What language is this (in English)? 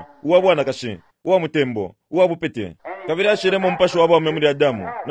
Bemba